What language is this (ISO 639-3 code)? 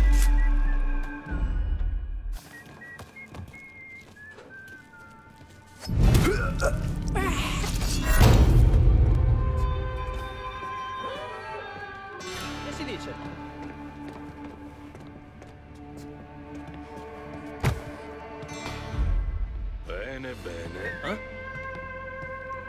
ita